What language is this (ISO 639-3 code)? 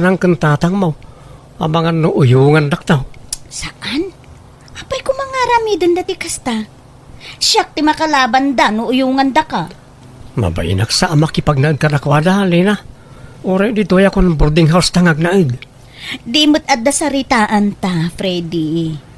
ilo